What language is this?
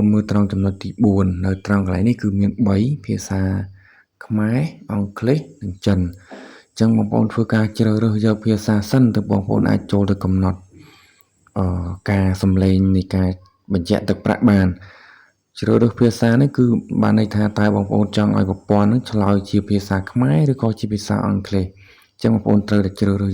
Khmer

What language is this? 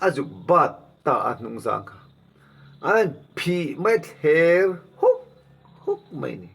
Mizo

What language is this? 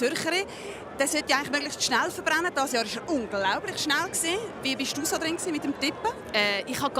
Swiss German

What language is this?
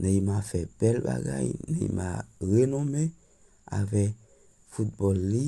Haitian Creole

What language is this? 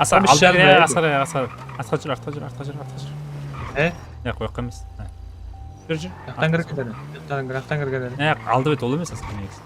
Kara-Kalpak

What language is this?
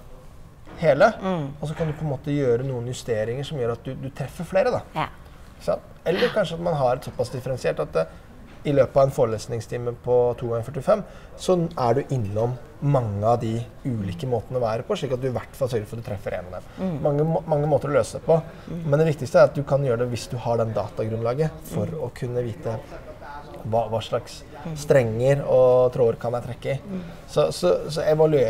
Norwegian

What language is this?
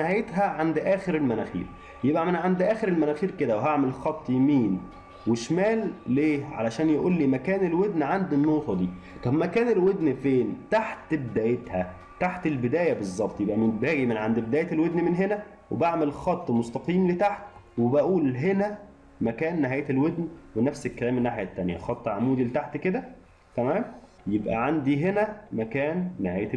Egyptian Arabic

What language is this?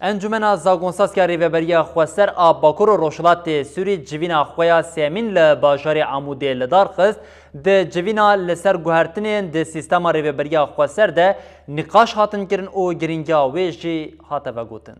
Kurdish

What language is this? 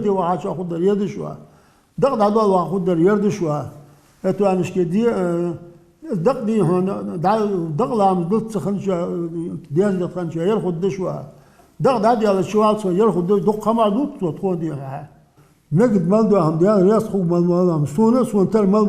Ingush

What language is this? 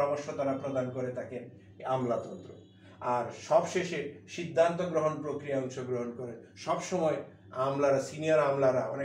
Bangla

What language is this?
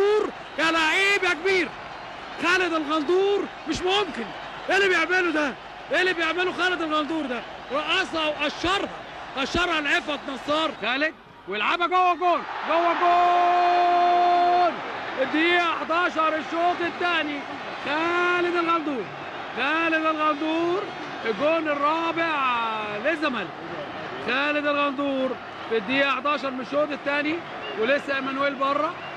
Egyptian Arabic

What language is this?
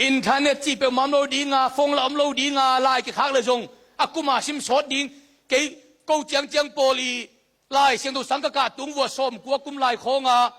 Tedim Chin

